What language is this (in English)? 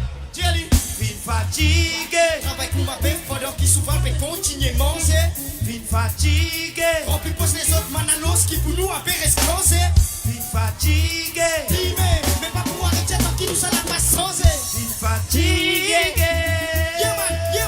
Morisyen